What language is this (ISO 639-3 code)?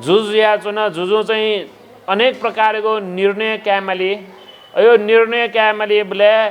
new